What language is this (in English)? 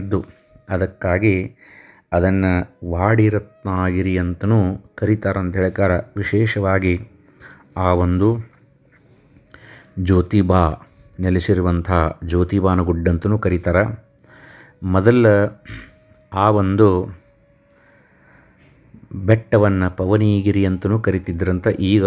Kannada